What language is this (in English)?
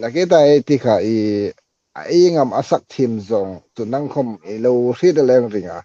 Hmar